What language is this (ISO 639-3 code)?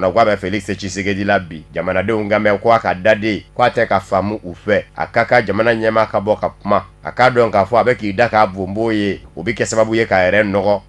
bam